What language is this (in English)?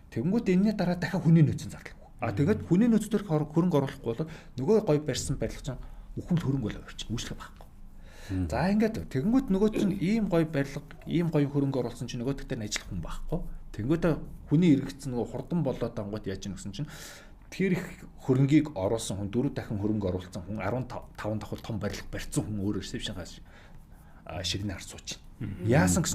Mongolian